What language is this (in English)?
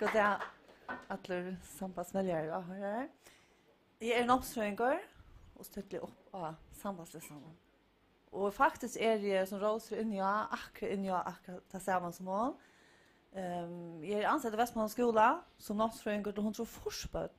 Faroese